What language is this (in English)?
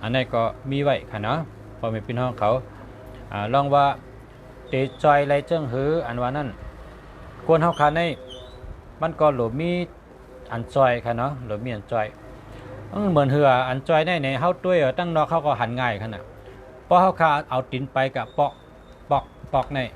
Shan